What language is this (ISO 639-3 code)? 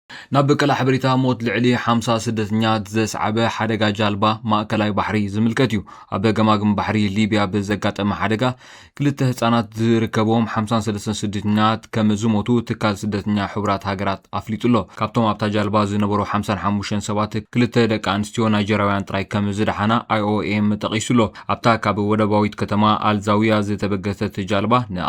tir